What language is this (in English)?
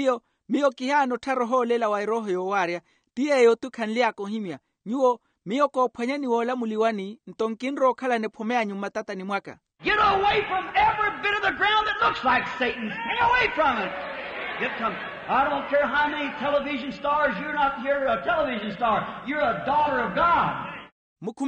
Makhuwa